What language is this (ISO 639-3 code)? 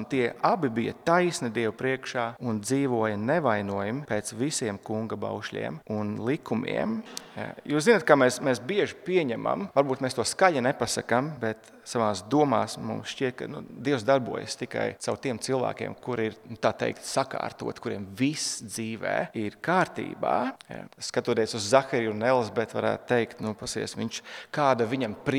lav